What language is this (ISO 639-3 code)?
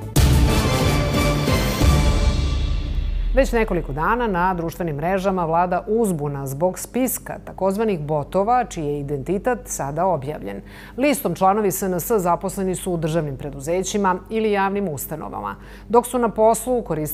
srp